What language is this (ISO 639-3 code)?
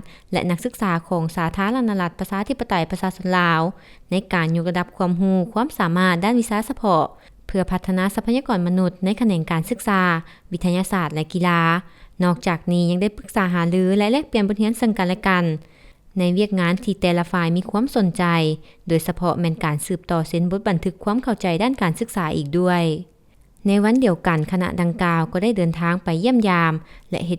lao